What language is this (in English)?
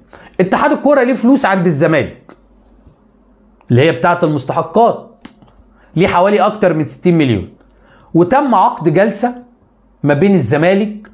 Egyptian Arabic